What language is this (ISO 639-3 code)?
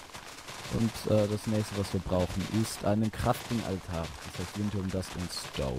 deu